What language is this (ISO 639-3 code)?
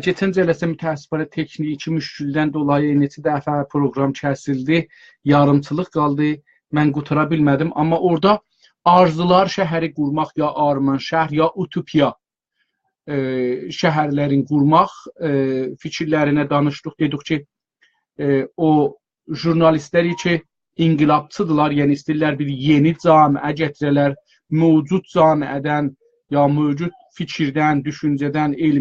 azb